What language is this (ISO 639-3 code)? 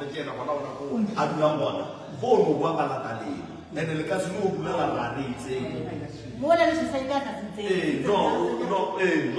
nso